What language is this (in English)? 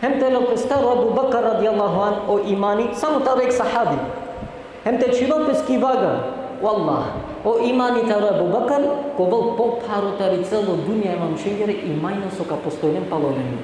Balkan Romani